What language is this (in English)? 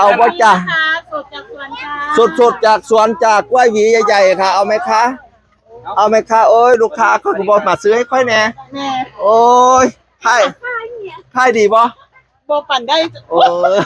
Northeastern Thai